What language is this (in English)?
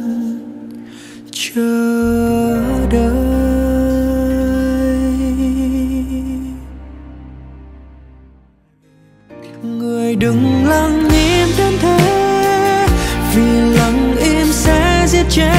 Vietnamese